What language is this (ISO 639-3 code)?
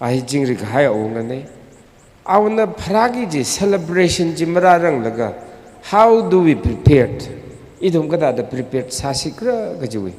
nmf